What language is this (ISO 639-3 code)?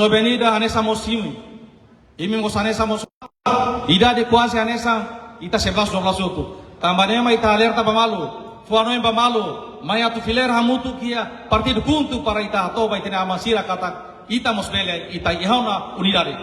tet